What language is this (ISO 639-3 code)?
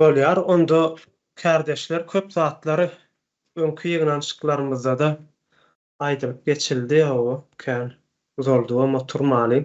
tuk